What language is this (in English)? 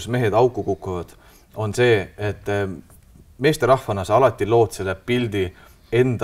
Estonian